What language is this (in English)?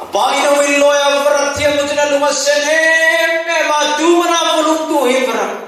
Hmar